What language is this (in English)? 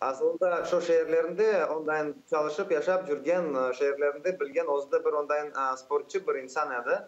Crimean Tatar